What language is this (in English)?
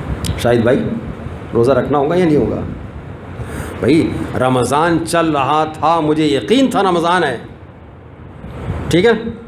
Urdu